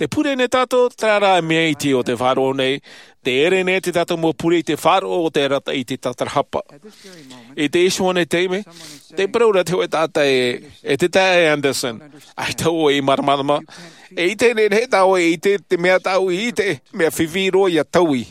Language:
Tahitian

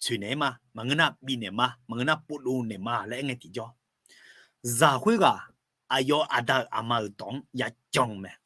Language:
Akha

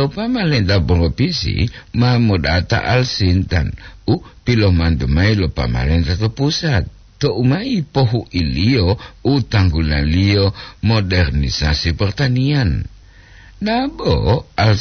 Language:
Gorontalo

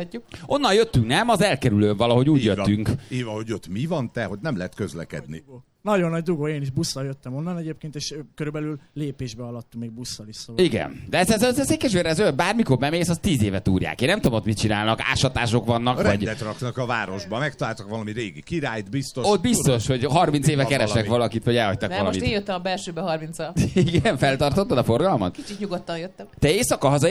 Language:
Hungarian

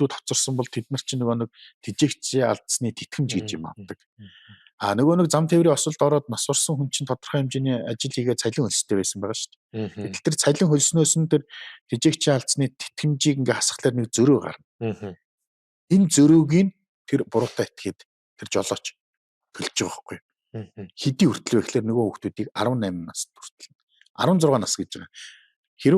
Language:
Mongolian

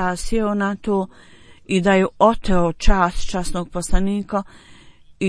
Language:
Bosnian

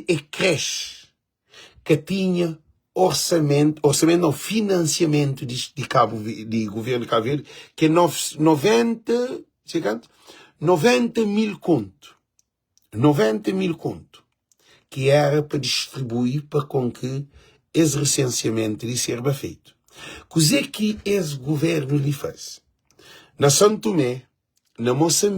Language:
Kabuverdianu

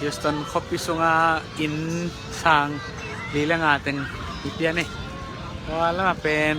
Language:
Tedim Chin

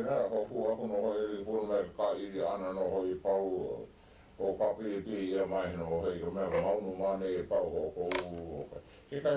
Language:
Hawaiian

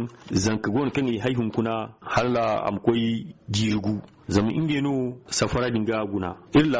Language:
Zarma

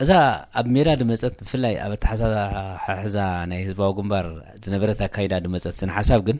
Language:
Tigrinya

